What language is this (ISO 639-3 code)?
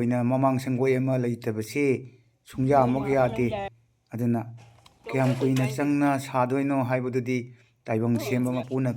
mni